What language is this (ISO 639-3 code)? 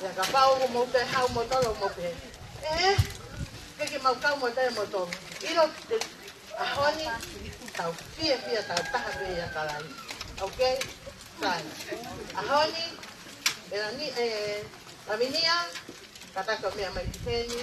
ton